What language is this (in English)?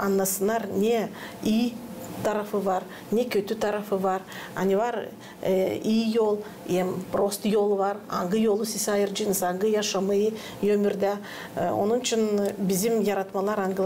Gagauz